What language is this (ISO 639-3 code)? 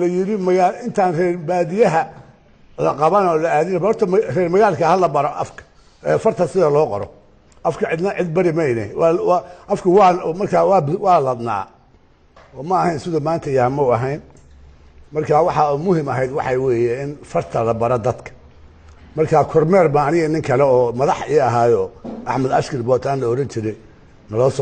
som